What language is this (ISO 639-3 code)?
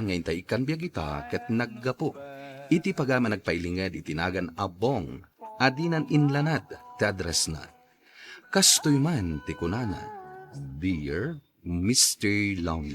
ilo